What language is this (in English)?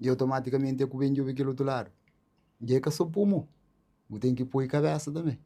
Kabuverdianu